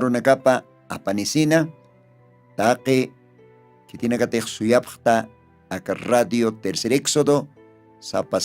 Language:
Aymara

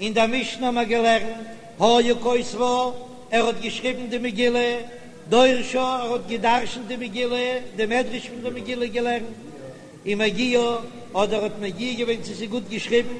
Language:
Yiddish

